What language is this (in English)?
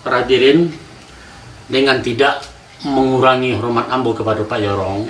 Minangkabau